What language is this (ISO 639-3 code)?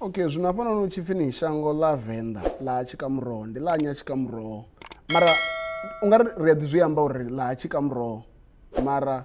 ven